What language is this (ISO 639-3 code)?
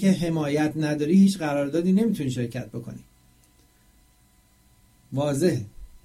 fas